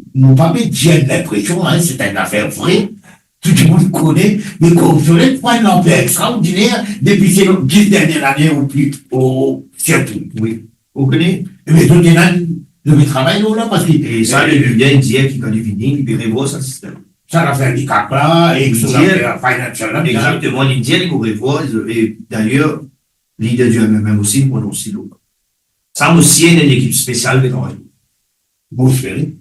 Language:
Morisyen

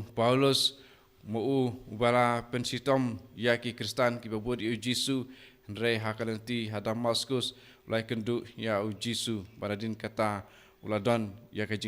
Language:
Khasi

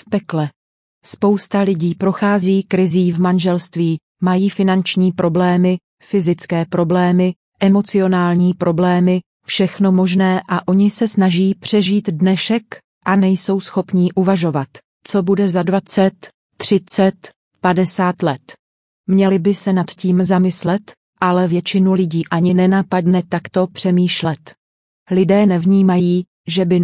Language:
Czech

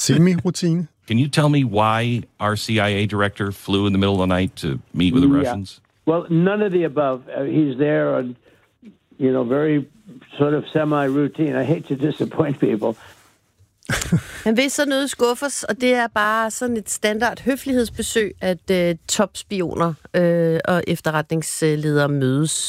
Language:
Danish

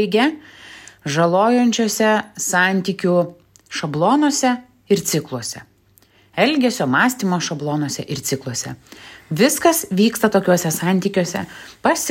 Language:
Lithuanian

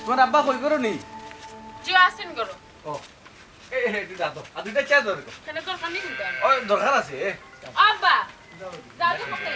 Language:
Sylheti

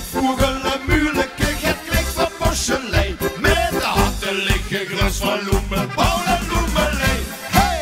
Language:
Limburgish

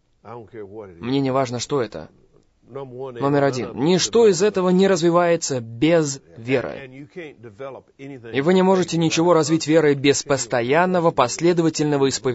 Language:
Russian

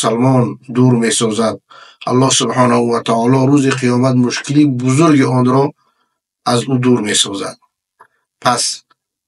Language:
Persian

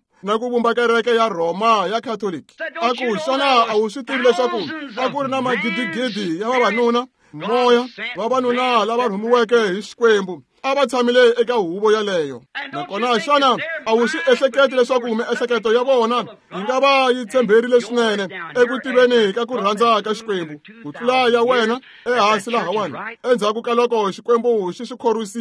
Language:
Tsonga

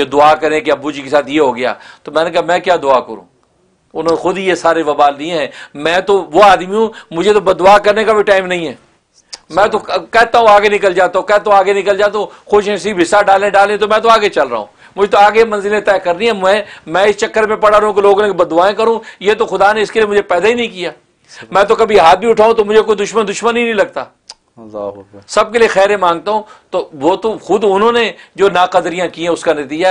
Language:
Urdu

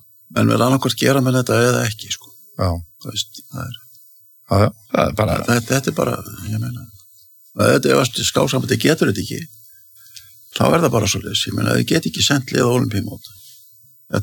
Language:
Icelandic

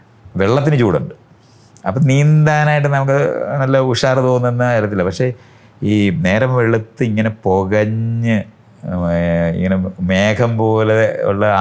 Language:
Malayalam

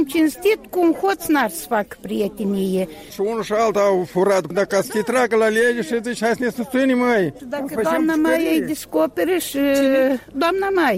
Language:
Romanian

